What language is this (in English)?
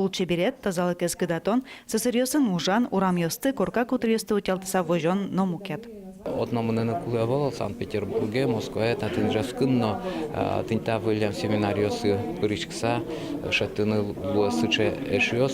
Udmurt